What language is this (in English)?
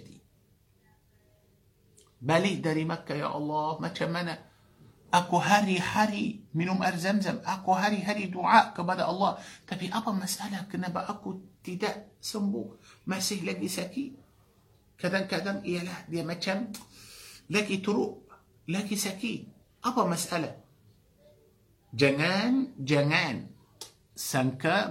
Malay